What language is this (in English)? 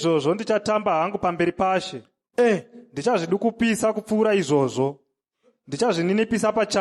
Shona